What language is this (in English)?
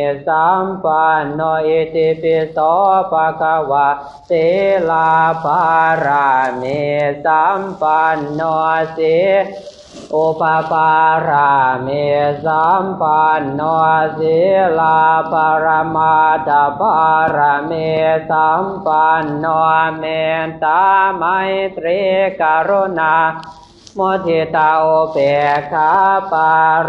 Pali